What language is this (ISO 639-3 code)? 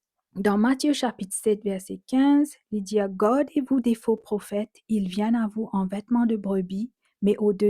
mfe